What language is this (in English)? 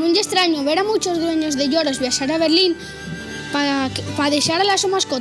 Asturian